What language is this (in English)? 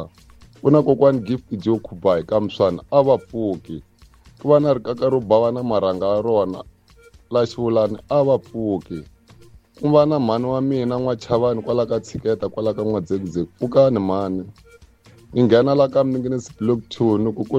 Tsonga